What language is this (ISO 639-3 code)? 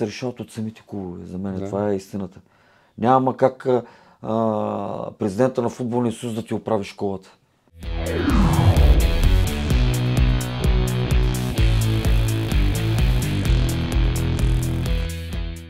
bul